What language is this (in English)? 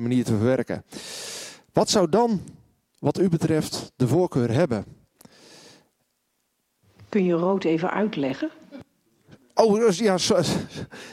Dutch